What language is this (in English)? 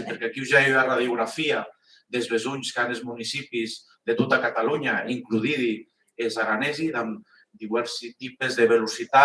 Occitan